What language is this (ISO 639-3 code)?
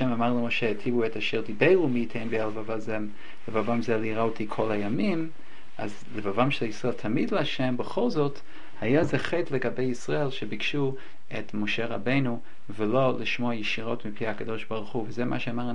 heb